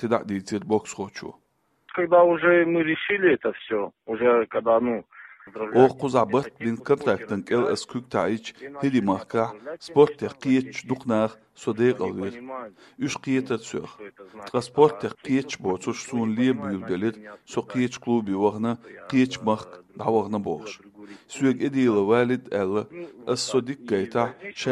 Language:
Chechen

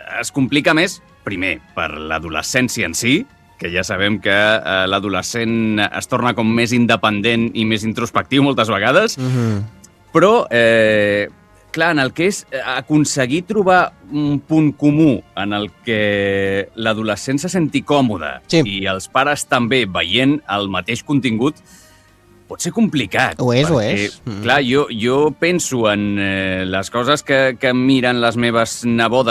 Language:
Catalan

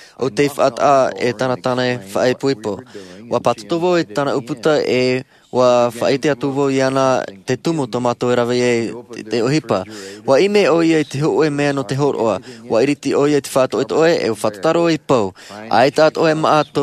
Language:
Tahitian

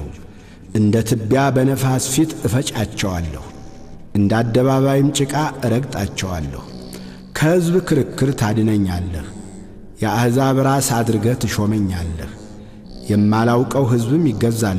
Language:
Amharic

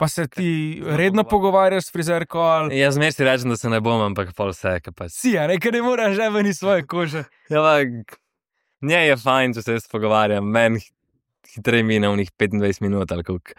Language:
Slovenian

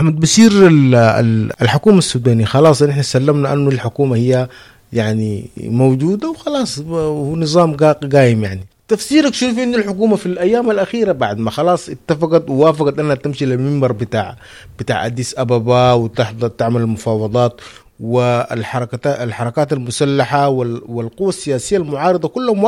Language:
Sudanese Arabic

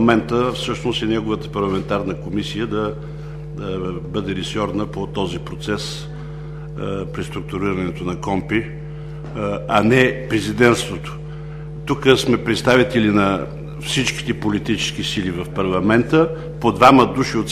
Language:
Bulgarian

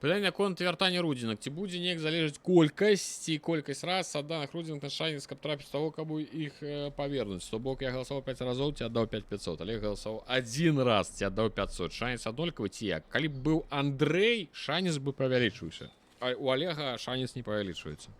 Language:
Belarusian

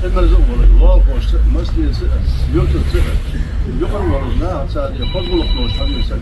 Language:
Ingush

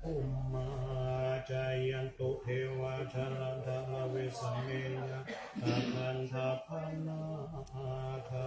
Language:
Pali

